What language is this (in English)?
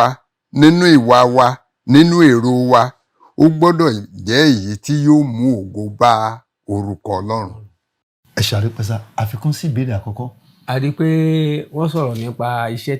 Yoruba